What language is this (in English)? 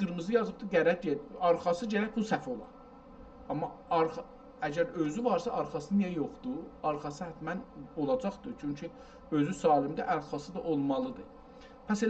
South Azerbaijani